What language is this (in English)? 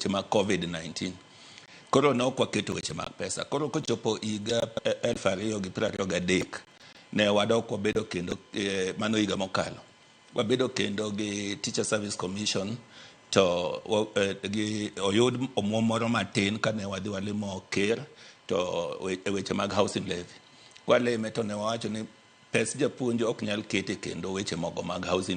Luo (Kenya and Tanzania)